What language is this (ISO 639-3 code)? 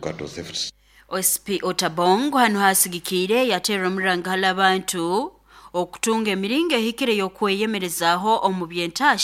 nyo